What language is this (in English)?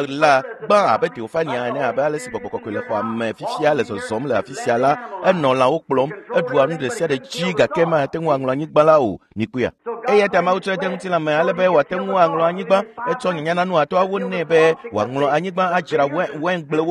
Ewe